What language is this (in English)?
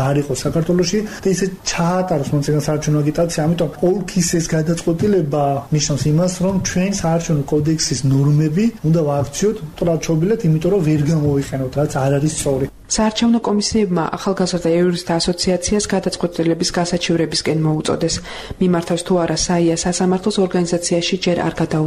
Georgian